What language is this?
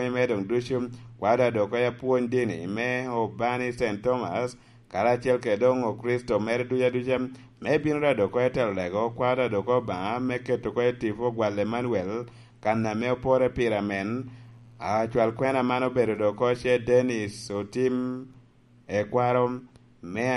Lango (Uganda)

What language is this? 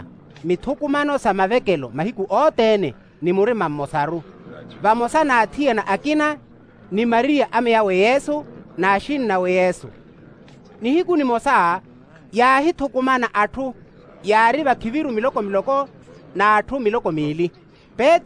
Makhuwa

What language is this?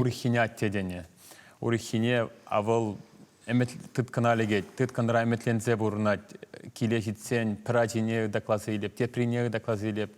Chuvash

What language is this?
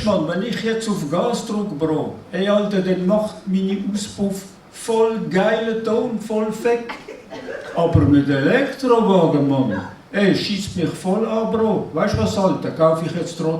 Swiss German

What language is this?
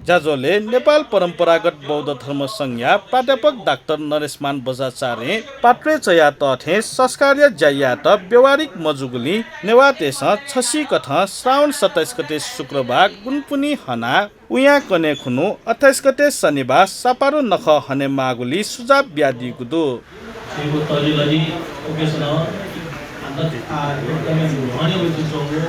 Newari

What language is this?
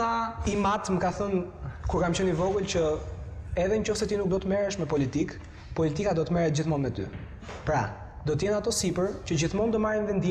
Albanian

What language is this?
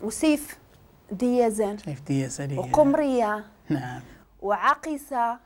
Moroccan Arabic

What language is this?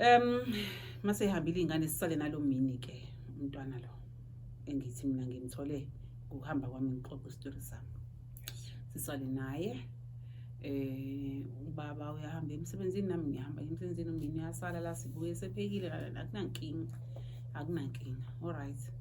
Zulu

